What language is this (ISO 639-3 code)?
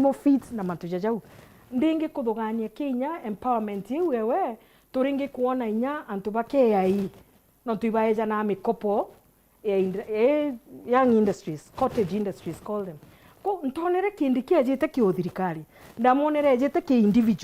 mer